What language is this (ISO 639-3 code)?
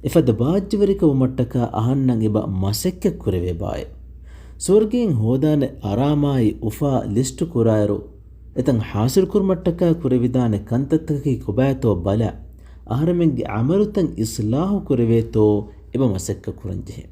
div